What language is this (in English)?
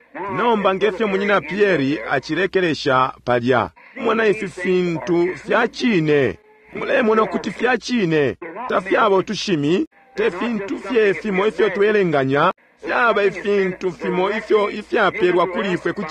Bemba